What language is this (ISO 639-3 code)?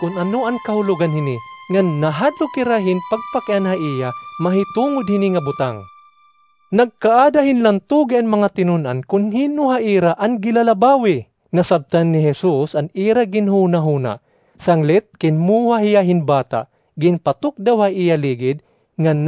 war